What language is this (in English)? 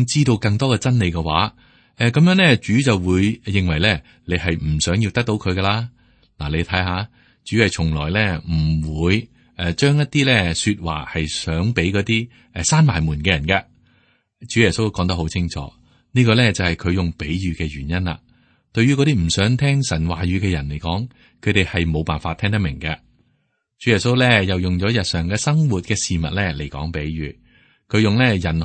Cantonese